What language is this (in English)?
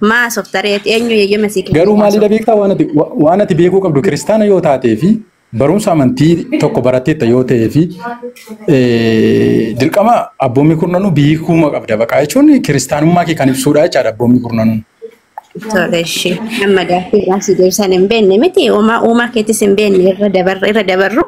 Oromo